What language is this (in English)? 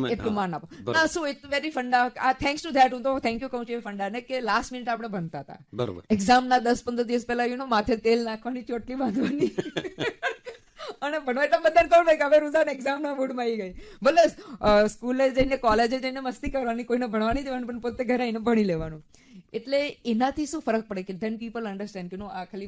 Gujarati